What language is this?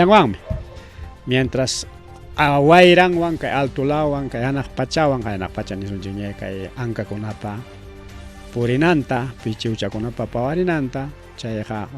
Ayacucho Quechua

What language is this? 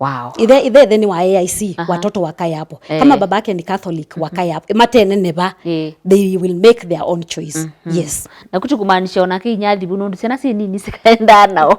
Kamba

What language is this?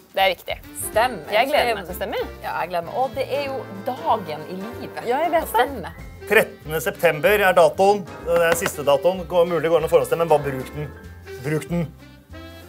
Norwegian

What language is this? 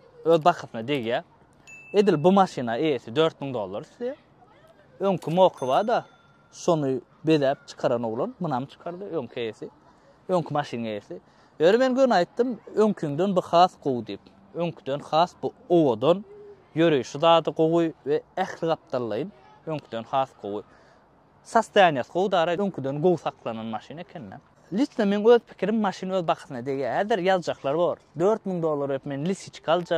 Turkmen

